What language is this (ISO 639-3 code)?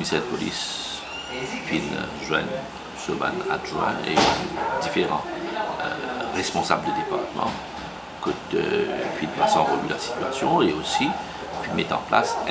mfe